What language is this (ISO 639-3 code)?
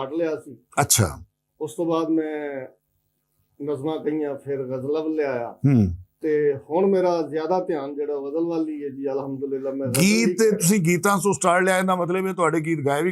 lah